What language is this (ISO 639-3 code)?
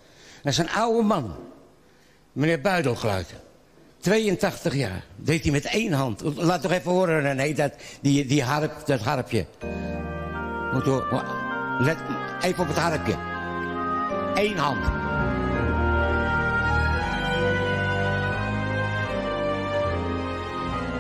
nld